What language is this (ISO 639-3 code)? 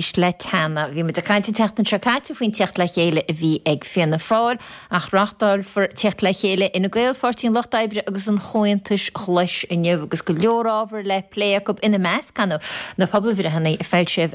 gle